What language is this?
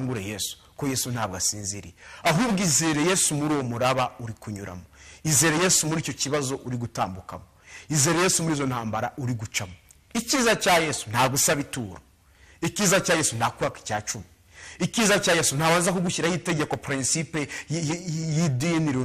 Kinyarwanda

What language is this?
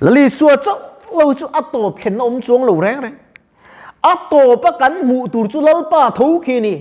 Mizo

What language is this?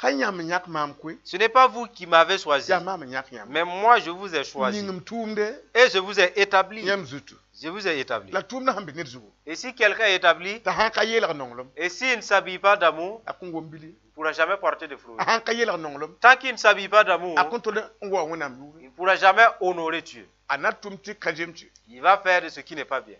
Mossi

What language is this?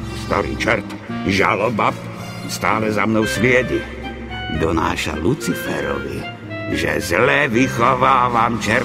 Slovak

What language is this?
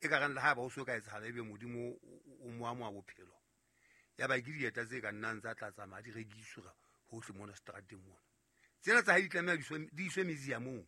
Southern Sotho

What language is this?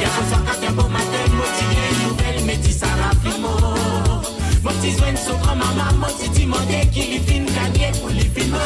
Morisyen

